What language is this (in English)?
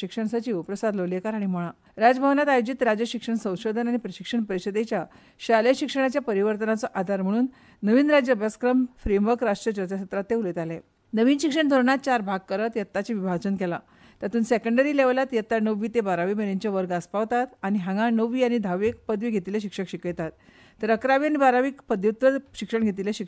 Konkani